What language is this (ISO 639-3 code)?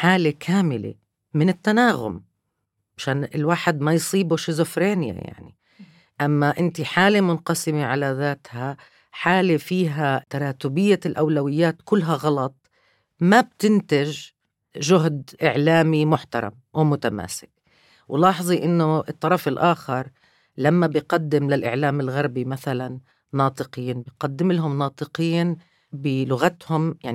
apc